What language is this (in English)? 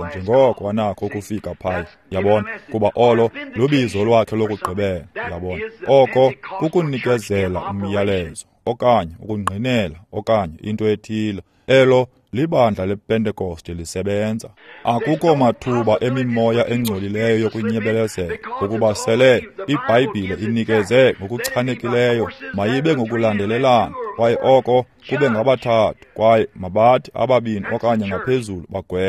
Xhosa